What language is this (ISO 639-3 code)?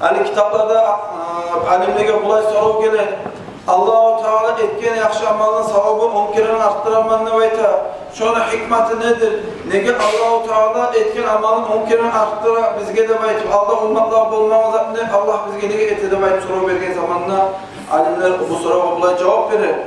kum